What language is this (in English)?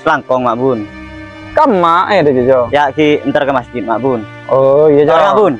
Madurese